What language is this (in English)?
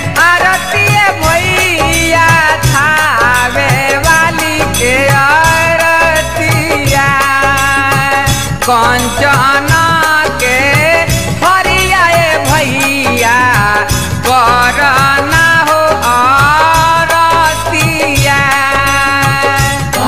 Bhojpuri